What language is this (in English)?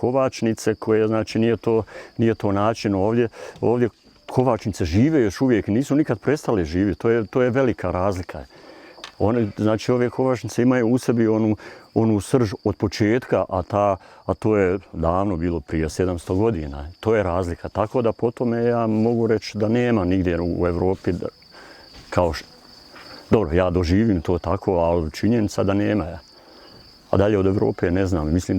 Bosnian